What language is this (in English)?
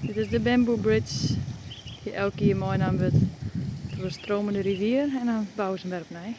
Western Frisian